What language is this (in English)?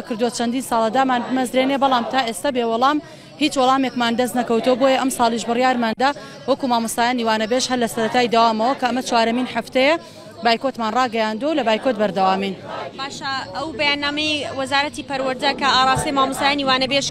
Central Kurdish